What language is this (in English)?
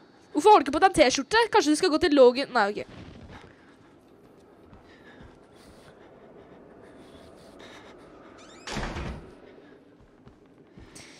Norwegian